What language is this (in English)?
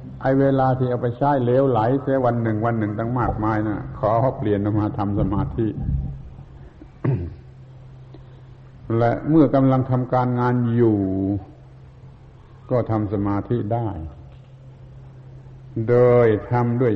Thai